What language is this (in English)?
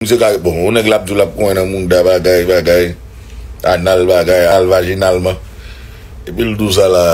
Haitian Creole